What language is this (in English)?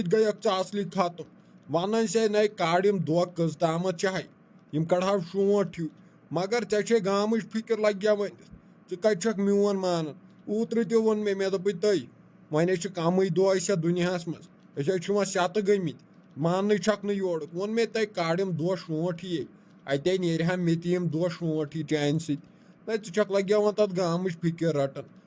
Kashmiri